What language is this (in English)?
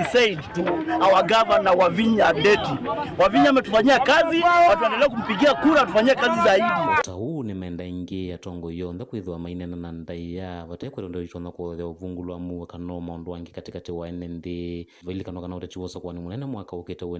Kamba